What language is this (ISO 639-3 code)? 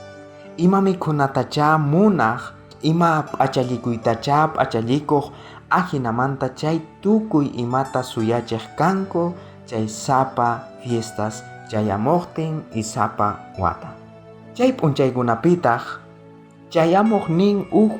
quh